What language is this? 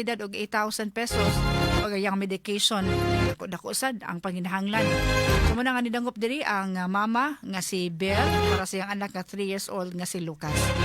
Cebuano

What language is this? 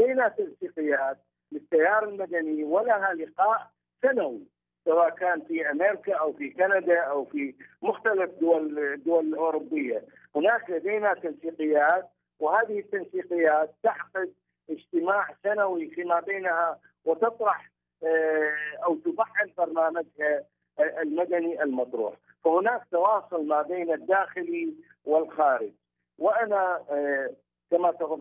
Arabic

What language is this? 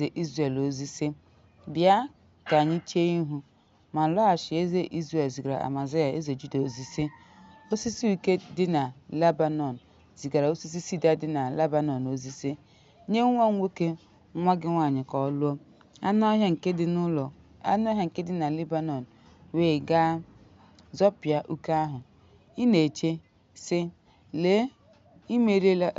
Igbo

